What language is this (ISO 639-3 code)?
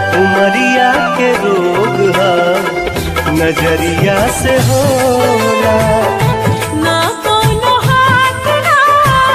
bho